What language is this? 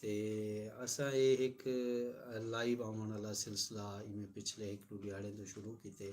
Saraiki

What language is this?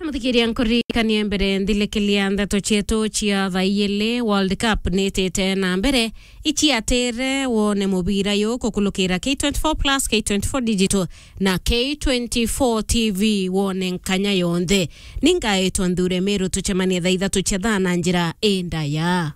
Meru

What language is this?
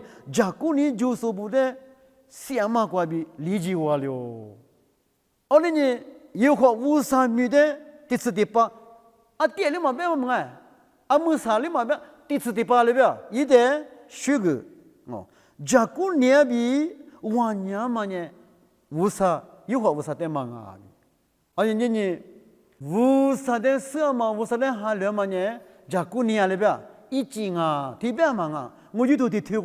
Lisu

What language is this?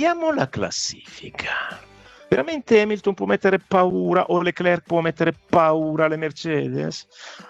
Italian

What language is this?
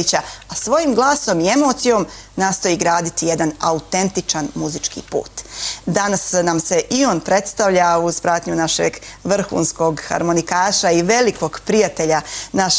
Bosnian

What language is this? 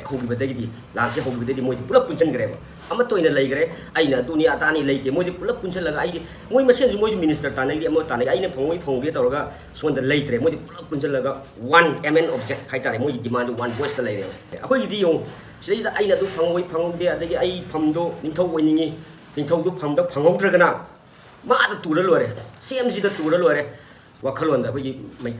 Manipuri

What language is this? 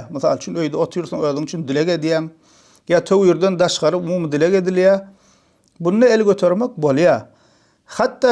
Turkmen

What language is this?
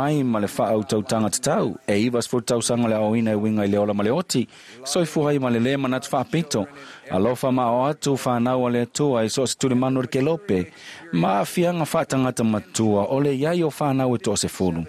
Samoan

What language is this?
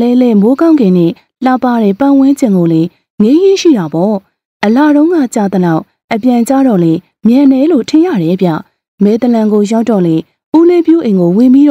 Burmese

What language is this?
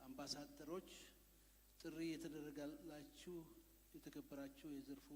Amharic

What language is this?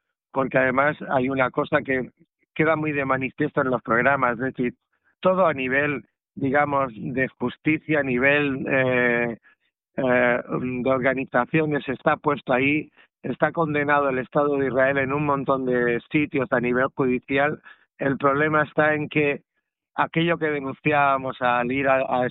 Spanish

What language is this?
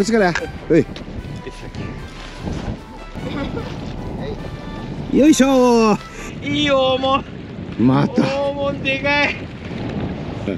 Japanese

